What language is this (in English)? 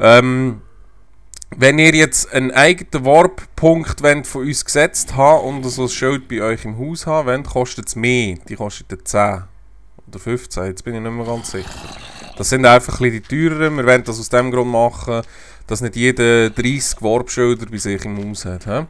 Swiss German